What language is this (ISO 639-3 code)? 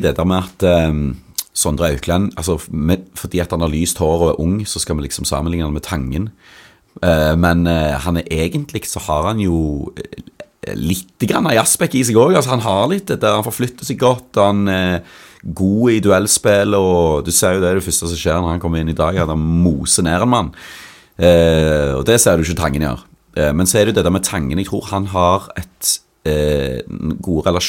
nor